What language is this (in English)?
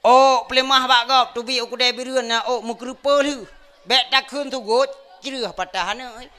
Achinese